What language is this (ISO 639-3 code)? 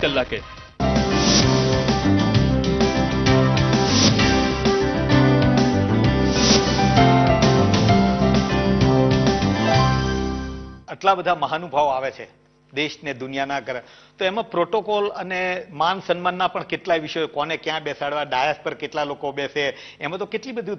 guj